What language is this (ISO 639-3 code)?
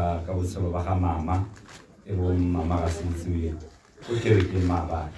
tsn